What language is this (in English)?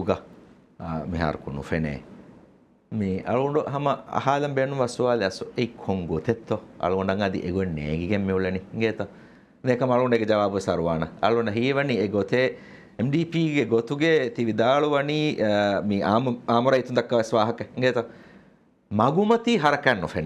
Divehi